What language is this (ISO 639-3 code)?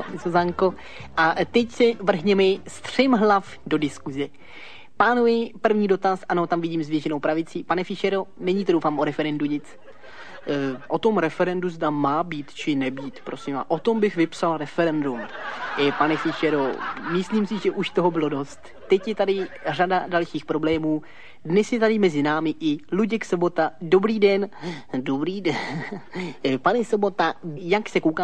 ces